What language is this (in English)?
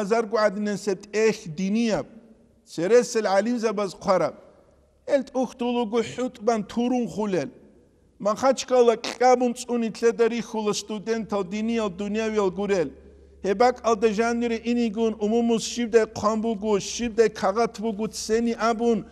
Avaric